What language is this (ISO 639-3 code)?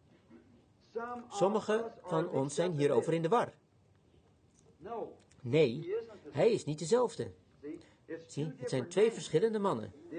nld